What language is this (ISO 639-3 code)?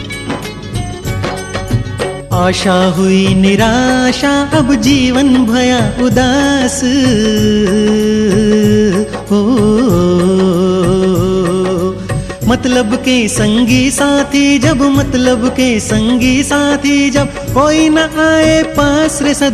hin